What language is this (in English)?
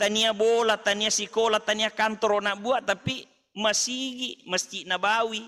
Buginese